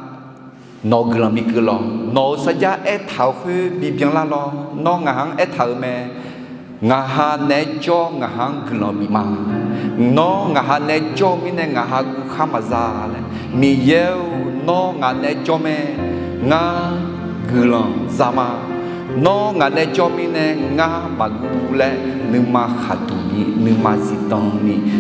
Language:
Akha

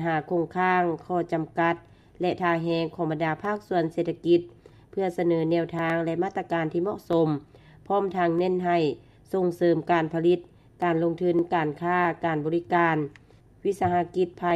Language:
Lao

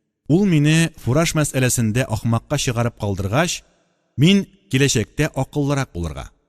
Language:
Tatar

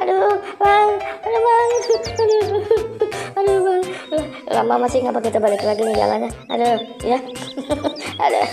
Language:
Betawi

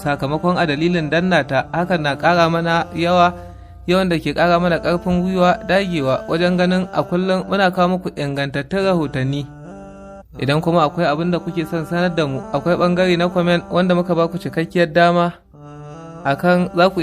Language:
Hausa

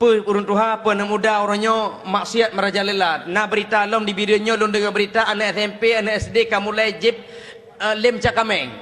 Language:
Achinese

